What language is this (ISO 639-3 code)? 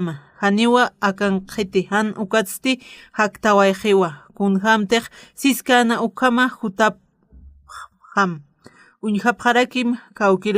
aym